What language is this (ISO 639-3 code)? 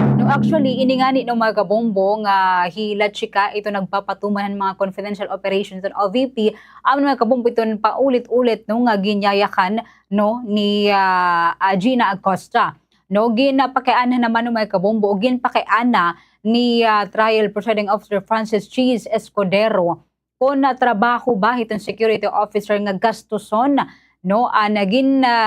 war